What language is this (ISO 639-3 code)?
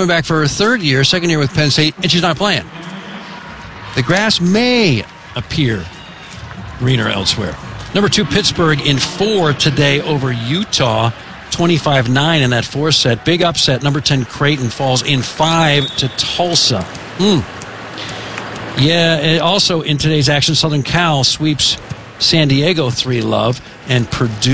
eng